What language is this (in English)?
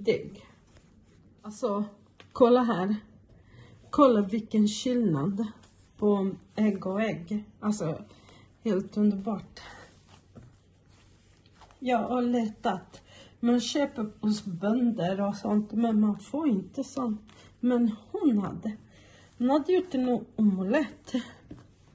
Swedish